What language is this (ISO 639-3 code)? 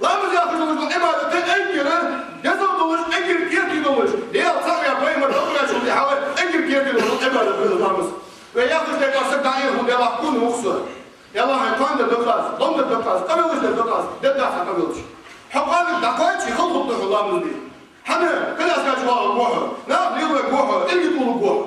inh